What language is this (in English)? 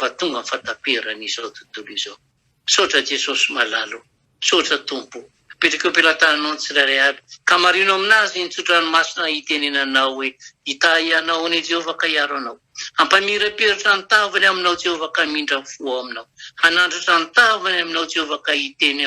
Malagasy